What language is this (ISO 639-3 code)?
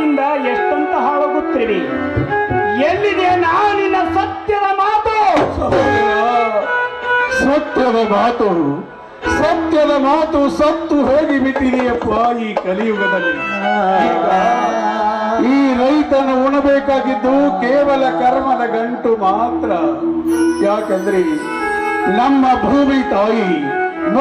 kan